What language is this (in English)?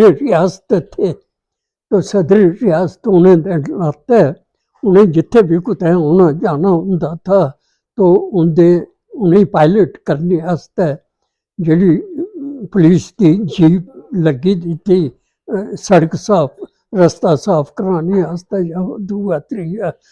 Dogri